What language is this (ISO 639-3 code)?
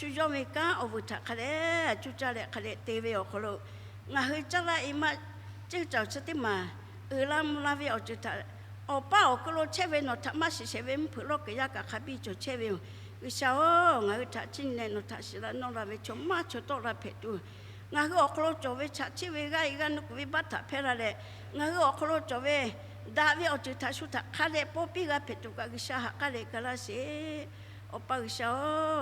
lhu